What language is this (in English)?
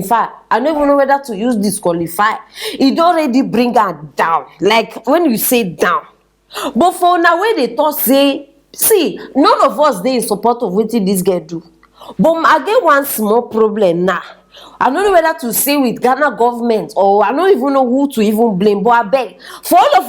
Nigerian Pidgin